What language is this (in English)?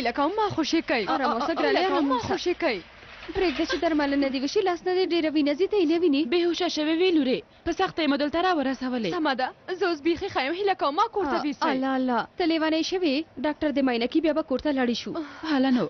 Pashto